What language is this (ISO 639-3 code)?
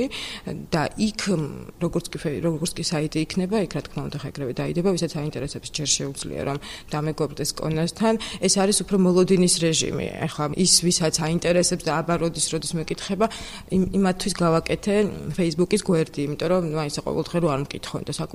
kat